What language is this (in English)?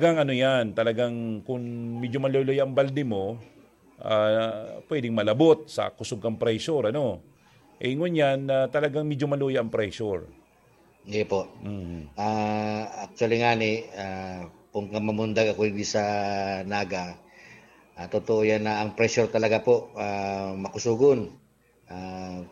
Bikol